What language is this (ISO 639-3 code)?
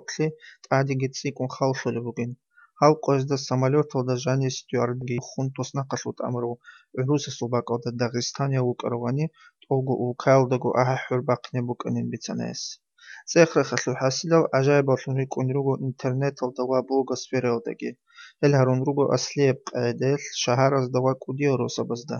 ava